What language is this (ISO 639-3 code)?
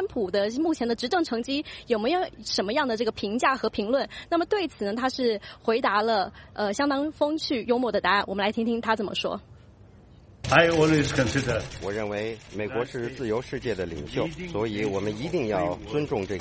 zho